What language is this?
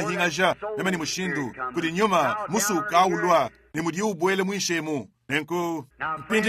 Luba-Lulua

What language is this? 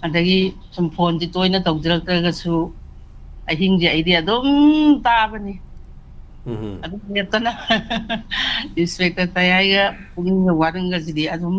Manipuri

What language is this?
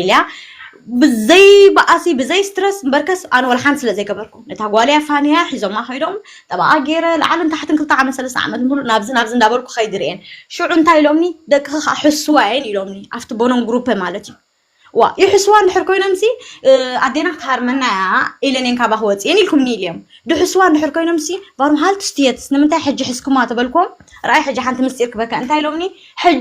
Tigrinya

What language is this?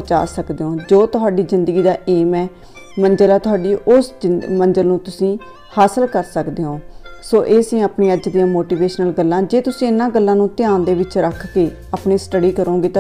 Punjabi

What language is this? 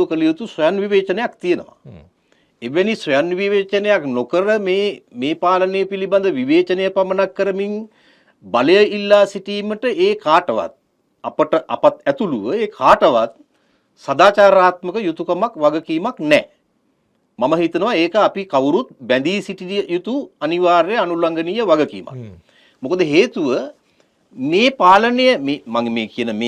Sinhala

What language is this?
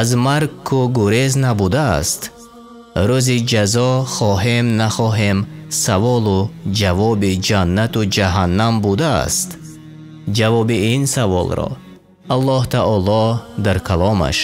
Tajik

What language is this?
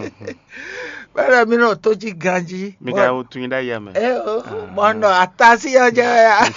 Fon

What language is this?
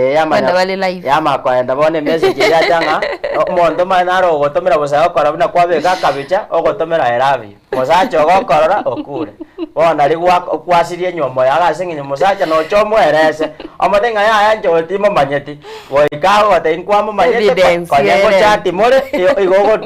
Gusii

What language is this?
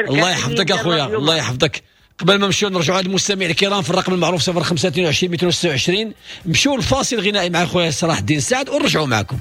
Moroccan Arabic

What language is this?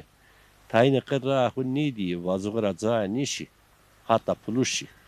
Zaza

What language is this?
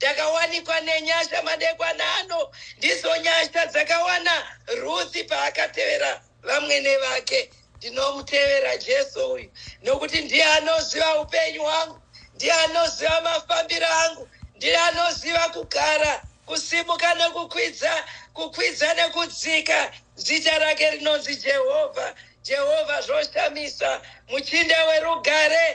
Shona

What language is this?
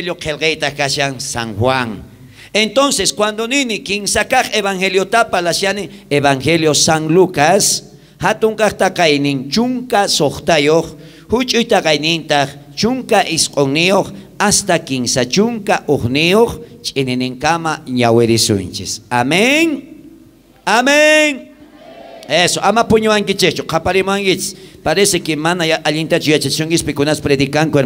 South Bolivian Quechua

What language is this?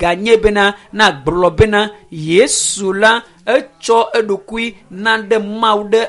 Ewe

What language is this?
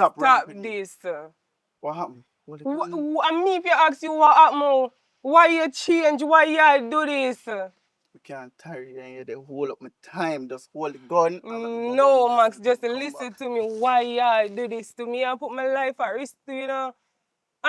Jamaican Creole English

